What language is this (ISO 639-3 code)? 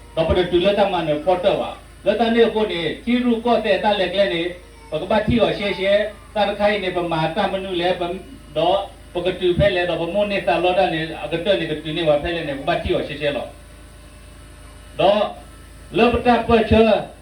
ksw